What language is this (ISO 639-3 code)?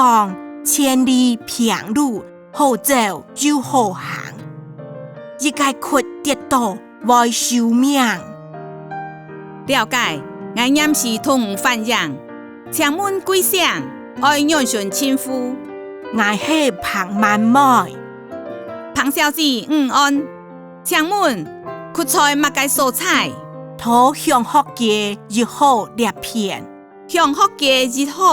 hak